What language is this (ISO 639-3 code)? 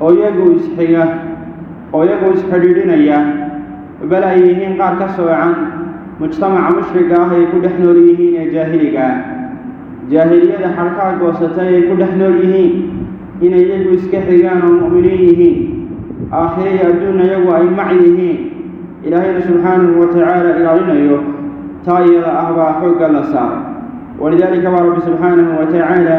som